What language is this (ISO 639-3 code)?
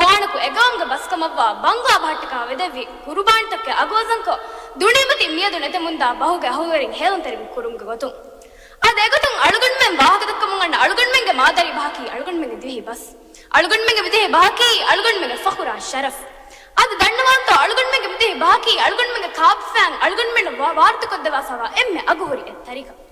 div